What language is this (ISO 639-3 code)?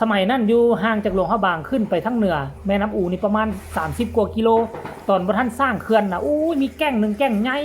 tts